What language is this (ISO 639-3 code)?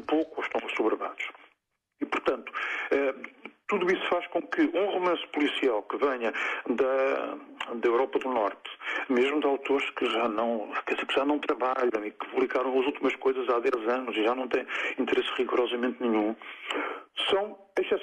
por